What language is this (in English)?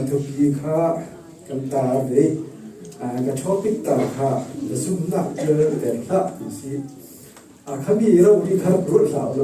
Falam Chin